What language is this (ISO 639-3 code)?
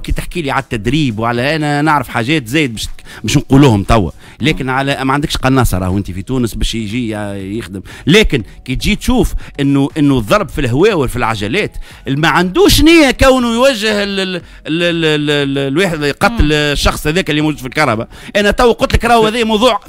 aeb